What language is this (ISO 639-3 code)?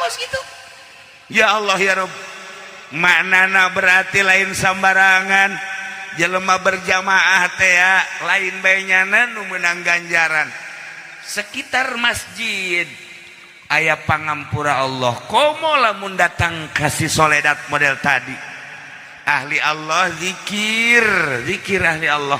sun